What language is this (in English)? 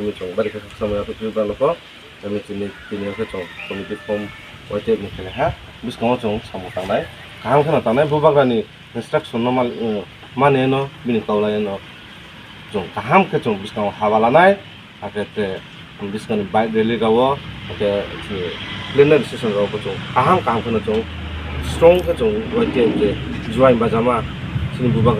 Riang (India)